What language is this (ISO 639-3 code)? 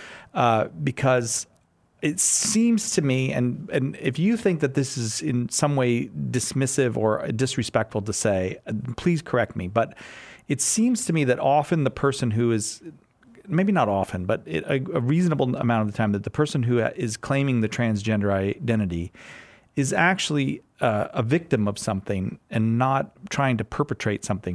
eng